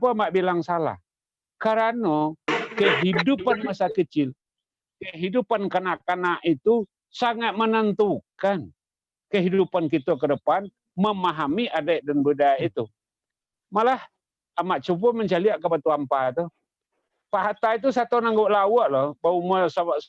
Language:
Minangkabau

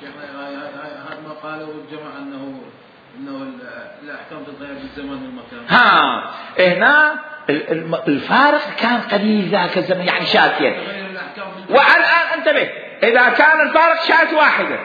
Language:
Mesopotamian Arabic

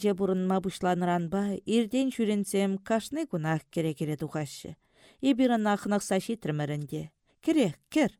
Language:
Chuvash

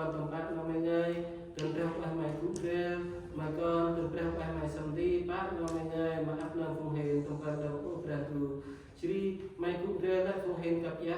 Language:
Central Mnong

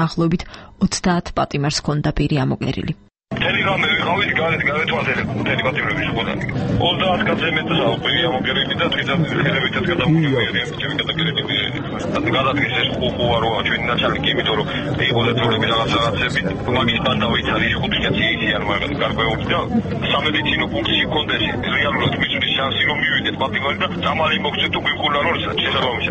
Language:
Georgian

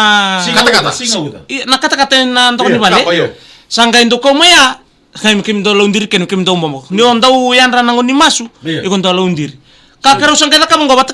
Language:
Fijian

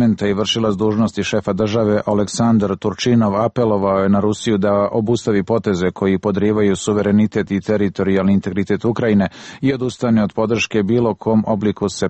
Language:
Serbian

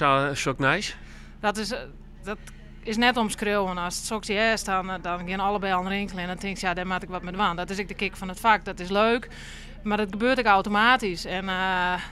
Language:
Western Frisian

